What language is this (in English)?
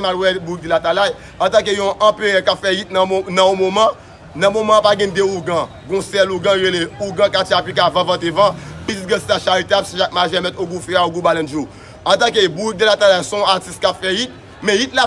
Haitian Creole